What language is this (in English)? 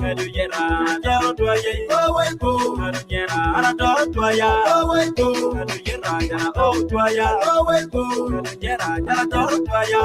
Acoli